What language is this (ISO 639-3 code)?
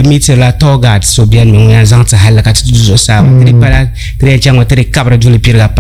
dag